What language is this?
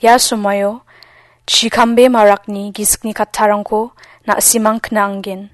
Garo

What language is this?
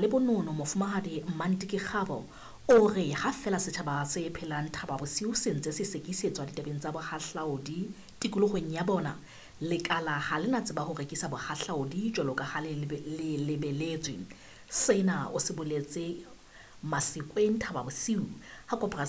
Southern Sotho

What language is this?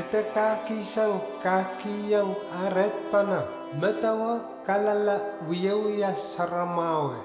Pohnpeian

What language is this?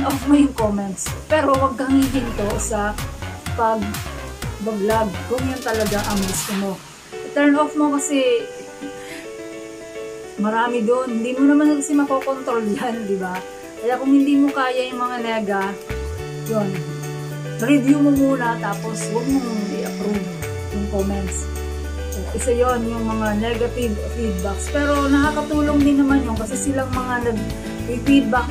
Filipino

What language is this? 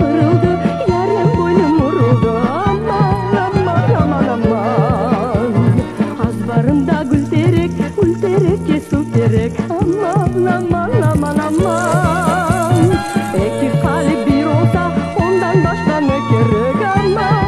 Crimean Tatar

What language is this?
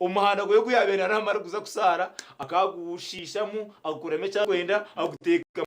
Nyankole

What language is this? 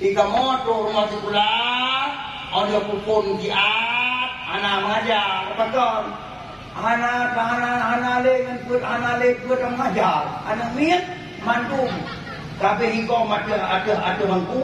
Achinese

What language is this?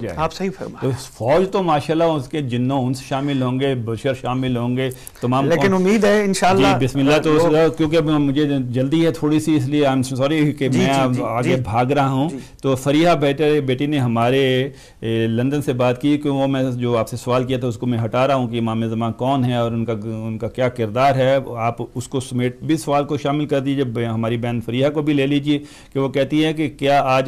Urdu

